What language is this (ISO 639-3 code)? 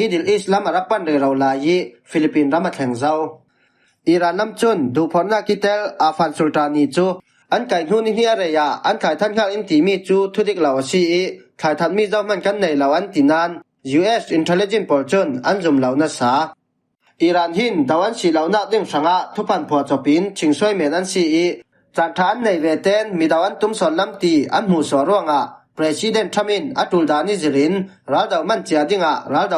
cfm